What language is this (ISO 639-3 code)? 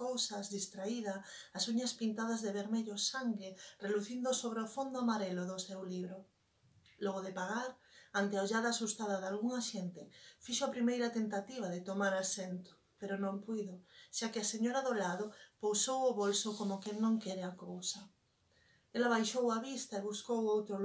glg